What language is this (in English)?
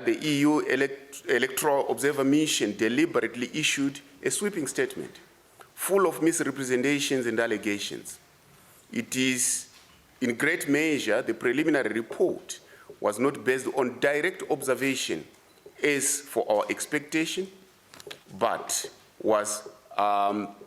Venda